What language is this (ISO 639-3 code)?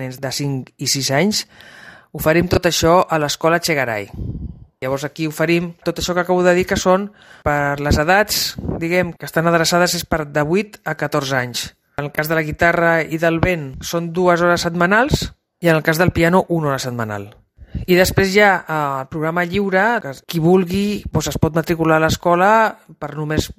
cat